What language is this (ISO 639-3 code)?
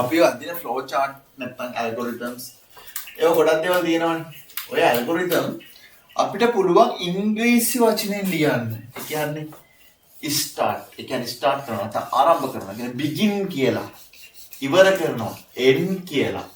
sin